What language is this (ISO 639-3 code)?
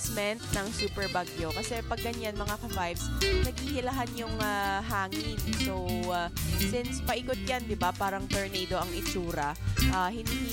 fil